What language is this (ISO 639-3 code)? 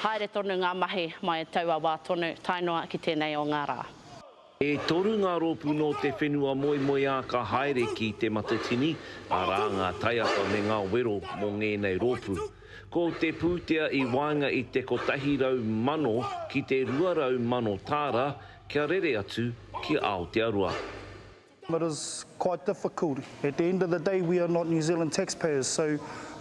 mri